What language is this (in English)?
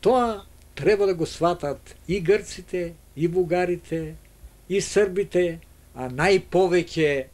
Macedonian